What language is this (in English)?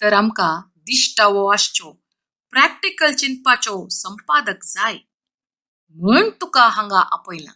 Konkani